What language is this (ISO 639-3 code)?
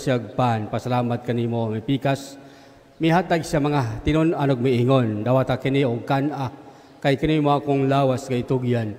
ceb